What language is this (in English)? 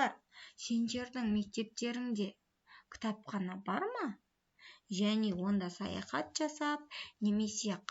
Kazakh